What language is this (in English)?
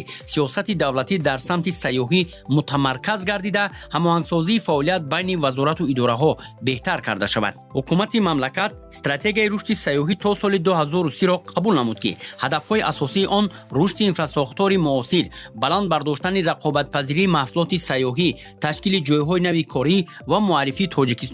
Tajik